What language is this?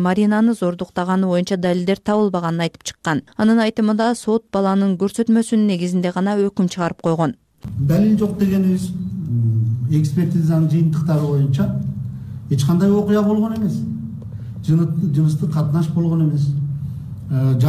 Kyrgyz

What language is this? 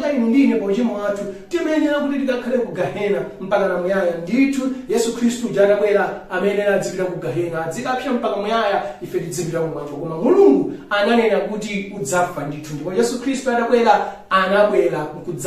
Nyanja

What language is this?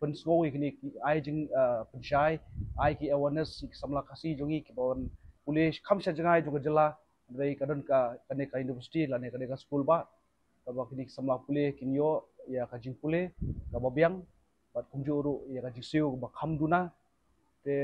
Khasi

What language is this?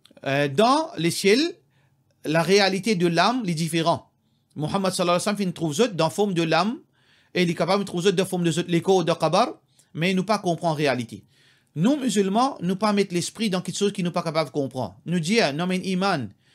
Morisyen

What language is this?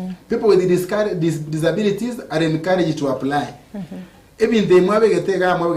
Gusii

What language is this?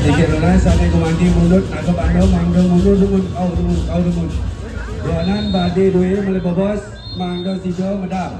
Balinese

